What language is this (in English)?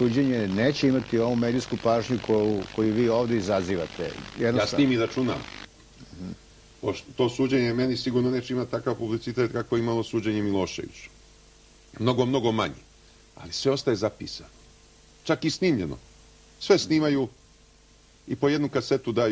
Serbian